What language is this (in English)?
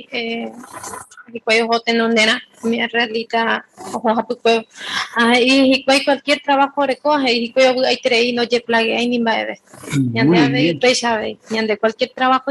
Guarani